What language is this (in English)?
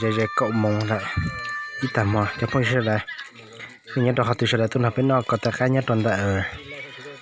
Hmong